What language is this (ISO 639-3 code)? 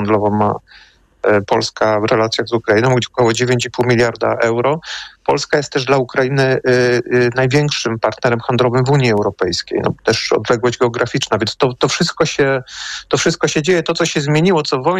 pol